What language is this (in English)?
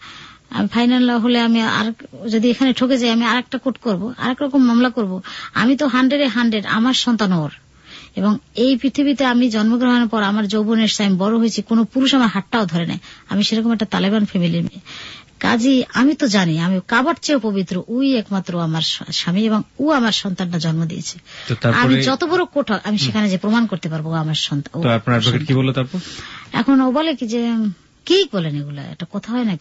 Bangla